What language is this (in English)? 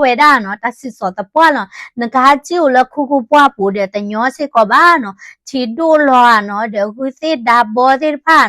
S'gaw Karen